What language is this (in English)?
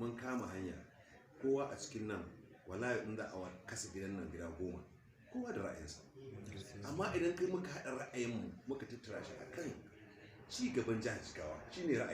Hausa